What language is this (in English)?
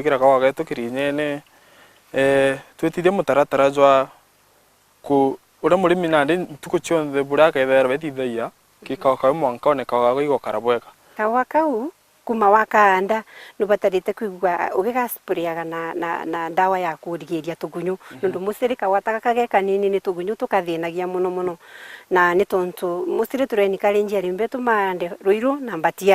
Meru